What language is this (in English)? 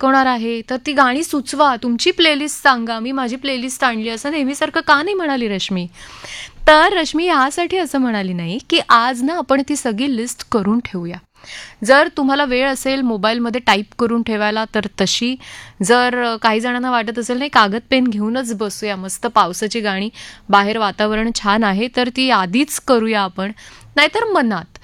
Marathi